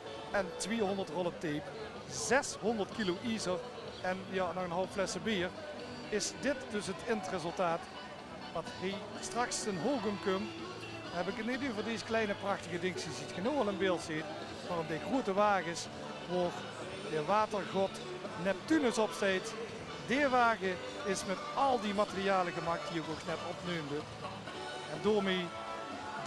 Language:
Limburgish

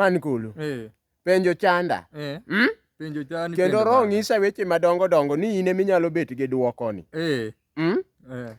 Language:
Luo (Kenya and Tanzania)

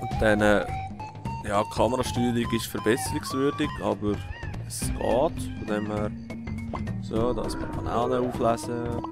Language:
Swiss German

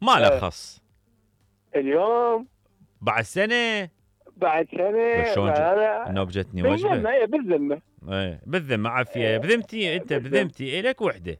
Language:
Mesopotamian Arabic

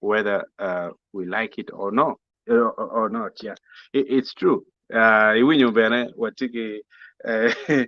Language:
Acoli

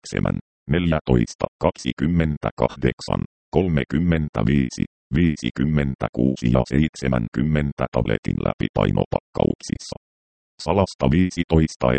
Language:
Finnish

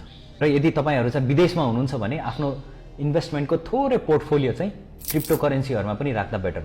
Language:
Nepali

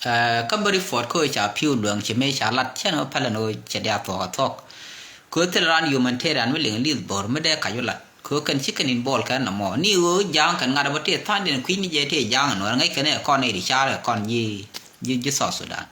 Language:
Nuer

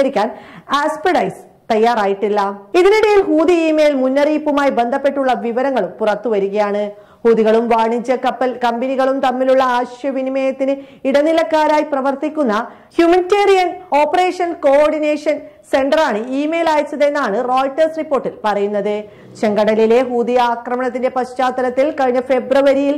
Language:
Malayalam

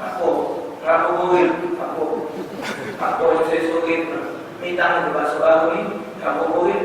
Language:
Musi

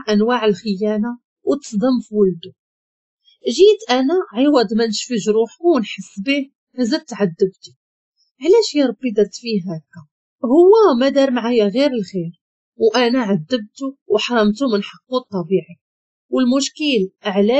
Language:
Moroccan Arabic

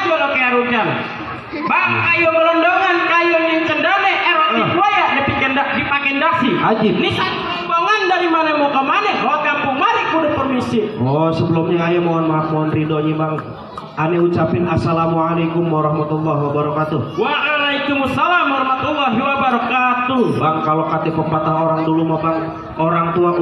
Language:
Betawi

